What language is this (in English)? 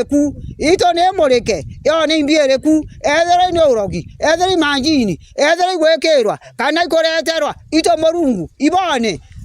Meru